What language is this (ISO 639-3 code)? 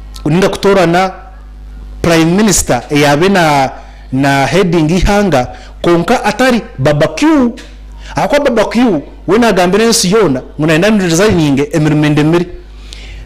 nyn